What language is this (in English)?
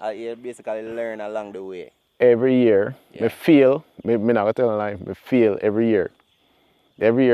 Jamaican Creole English